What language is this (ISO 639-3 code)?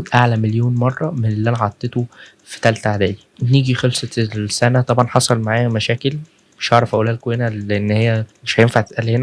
arz